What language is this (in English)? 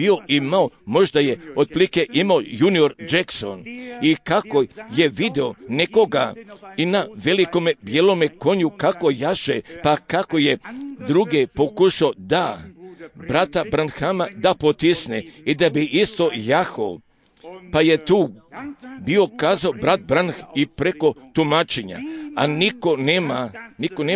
Croatian